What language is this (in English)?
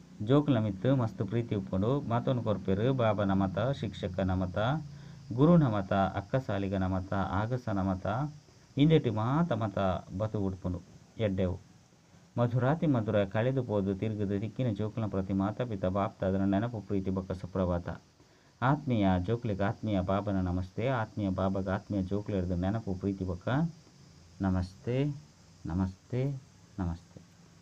Tulu